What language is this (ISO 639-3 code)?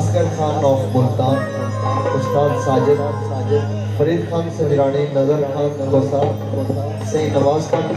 skr